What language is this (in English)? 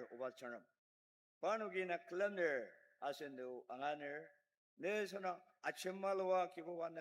Ao Naga